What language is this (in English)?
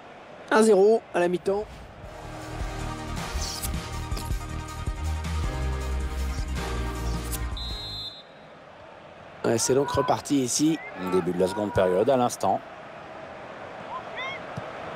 French